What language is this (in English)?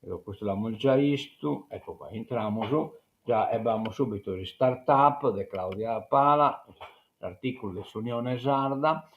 Sardinian